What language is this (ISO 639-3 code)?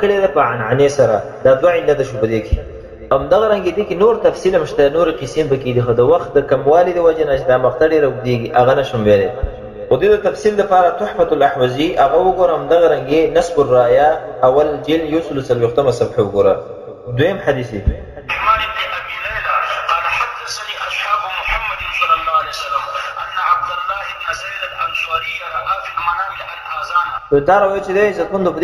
pus